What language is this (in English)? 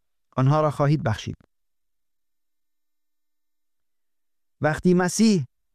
Persian